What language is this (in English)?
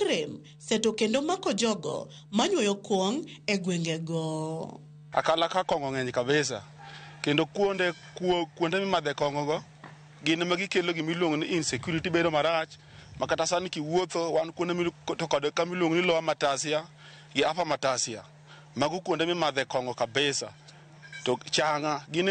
Luo (Kenya and Tanzania)